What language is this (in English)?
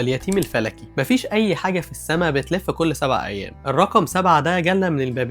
Egyptian Arabic